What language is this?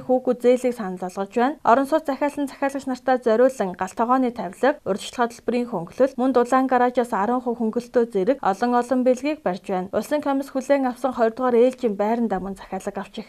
Mongolian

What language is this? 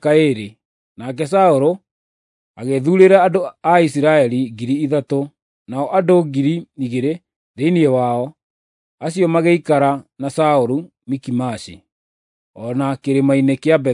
Kikuyu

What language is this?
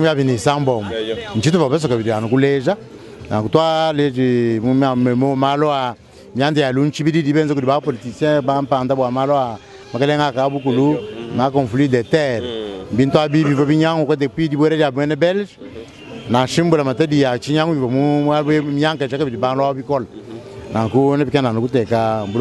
Luba-Lulua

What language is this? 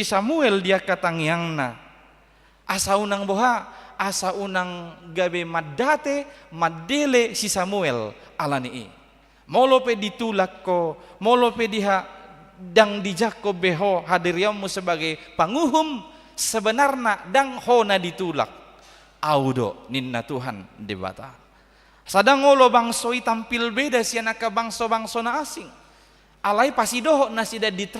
Batak Toba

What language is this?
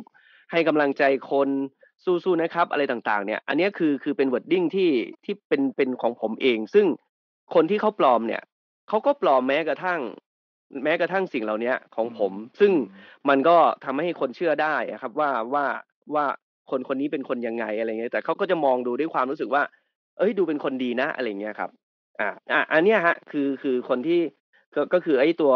Thai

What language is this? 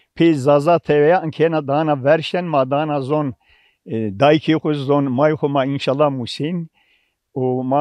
Zaza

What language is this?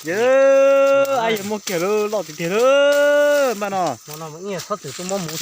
Hmong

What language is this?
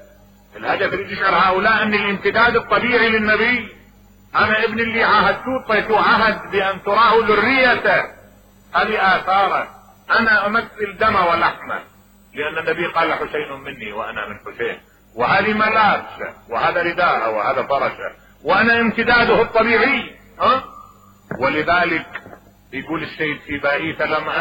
Mesopotamian Arabic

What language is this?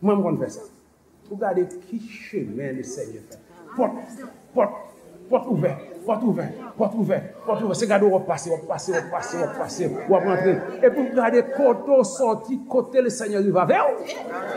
Haitian Creole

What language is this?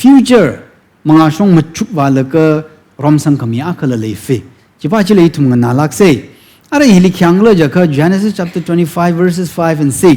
Tangkhul Naga (India)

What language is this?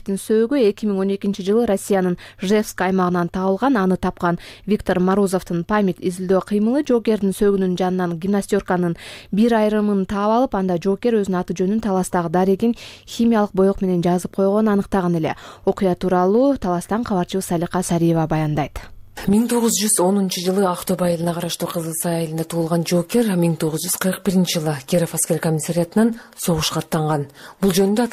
Kyrgyz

